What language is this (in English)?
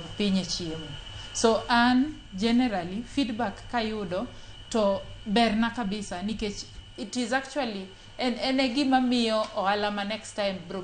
Luo (Kenya and Tanzania)